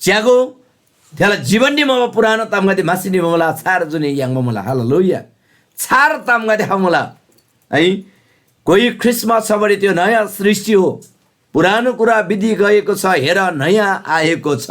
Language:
Eastern Tamang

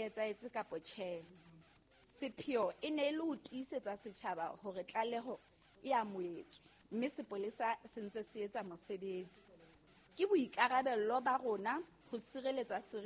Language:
Southern Sotho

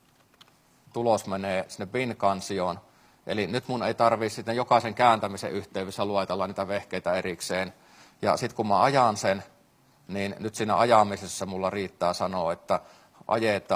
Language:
Finnish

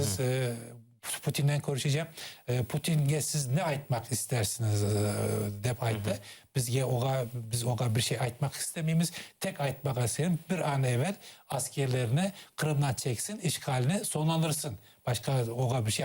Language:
Crimean Tatar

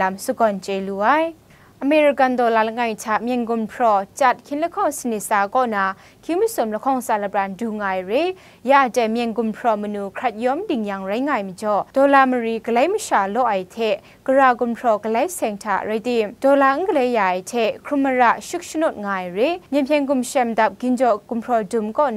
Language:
Kachin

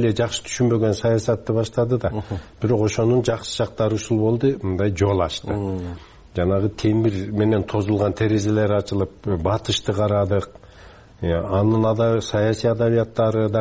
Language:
Kyrgyz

